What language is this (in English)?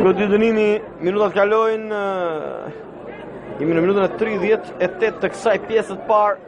Albanian